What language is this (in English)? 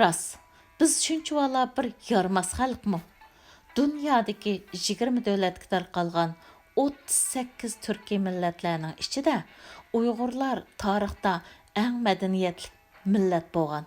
Uyghur